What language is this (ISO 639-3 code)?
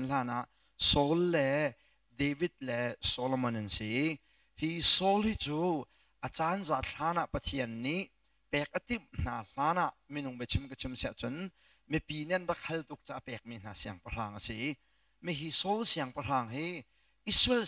cnh